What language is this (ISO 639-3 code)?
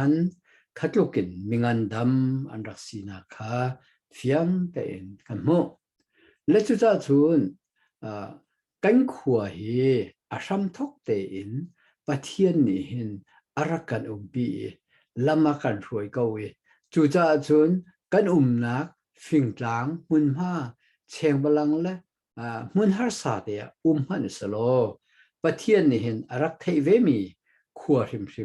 cnh